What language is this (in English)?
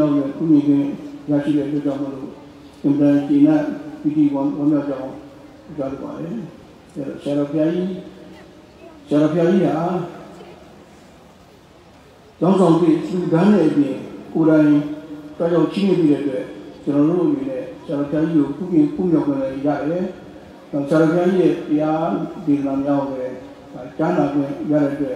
Burmese